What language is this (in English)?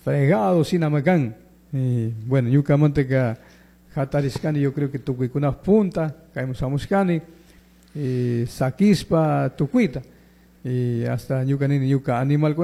Chimborazo Highland Quichua